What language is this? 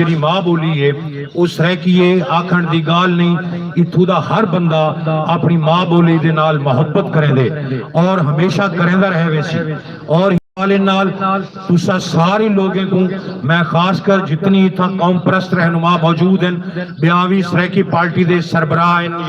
Saraiki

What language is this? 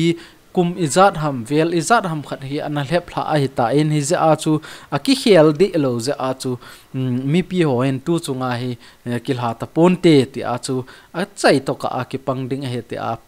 Thado Chin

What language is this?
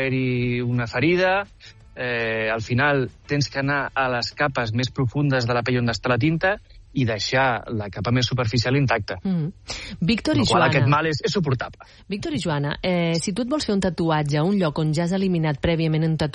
Catalan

